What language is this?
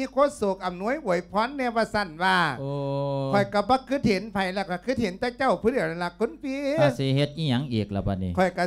Lao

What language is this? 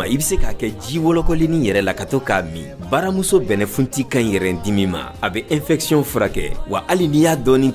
Bambara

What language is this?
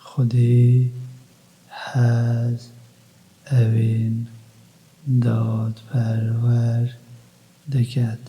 Kurdish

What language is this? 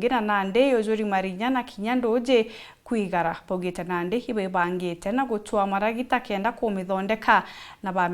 Meru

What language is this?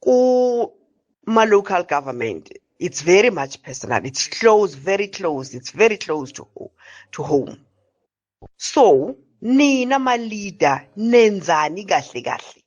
Zulu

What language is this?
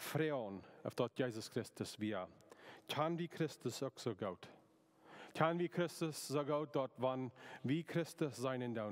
Plautdietsch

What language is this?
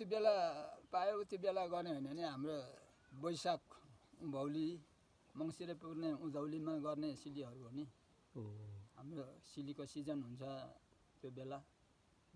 Nepali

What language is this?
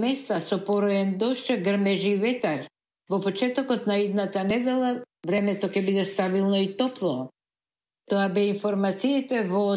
Macedonian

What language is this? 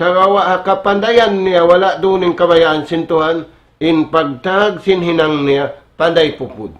Tausug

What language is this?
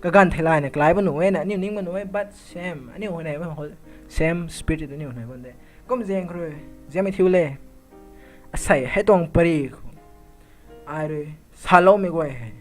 Rongmei Naga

